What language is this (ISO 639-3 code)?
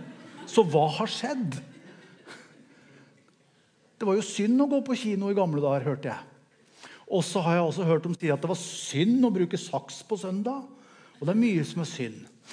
nor